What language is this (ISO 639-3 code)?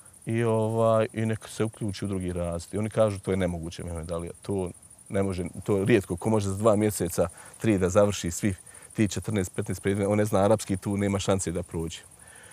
bos